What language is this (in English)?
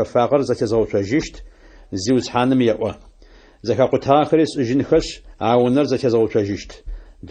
Adyghe